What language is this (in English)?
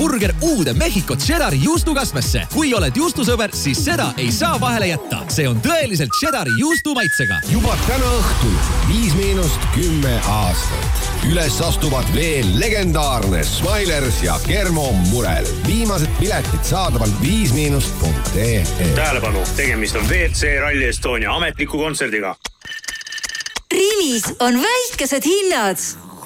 Estonian